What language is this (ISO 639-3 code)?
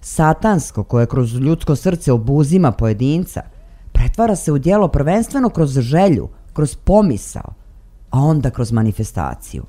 srp